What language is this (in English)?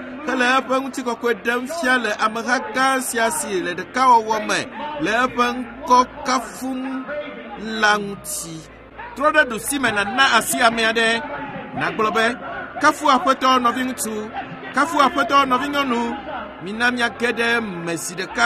Ewe